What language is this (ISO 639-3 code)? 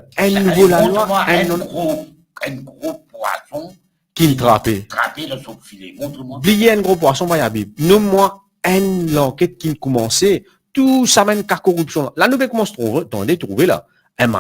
mfe